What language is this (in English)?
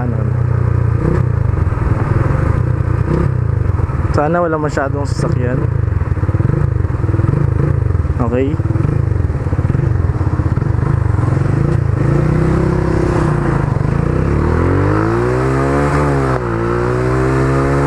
Filipino